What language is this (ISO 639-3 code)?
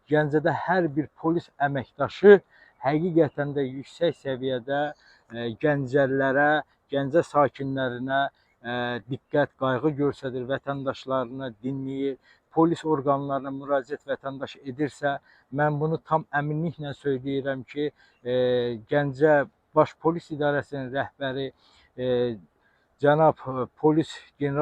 aze